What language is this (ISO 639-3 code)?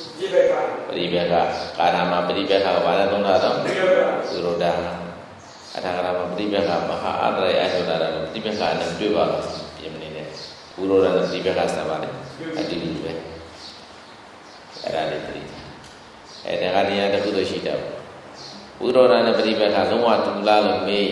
mya